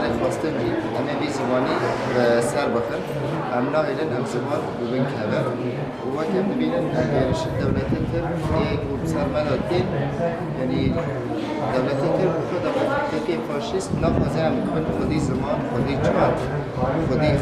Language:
Kurdish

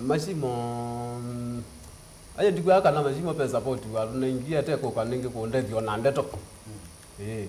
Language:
Kamba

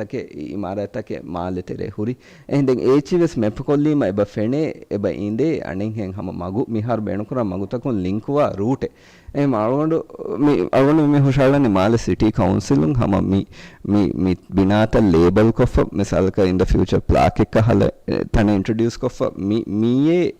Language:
Divehi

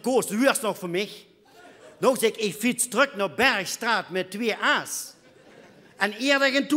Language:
Limburgish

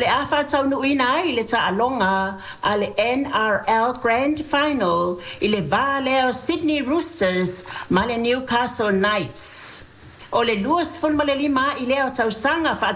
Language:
Samoan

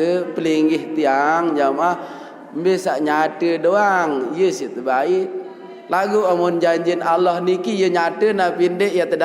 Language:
Sasak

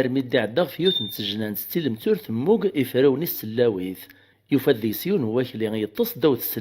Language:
Kabyle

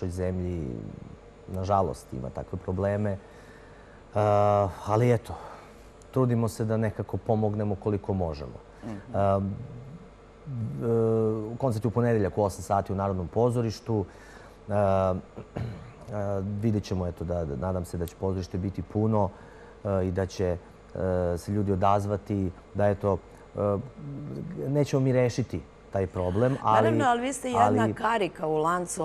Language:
Serbian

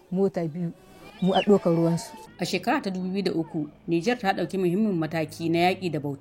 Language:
Hausa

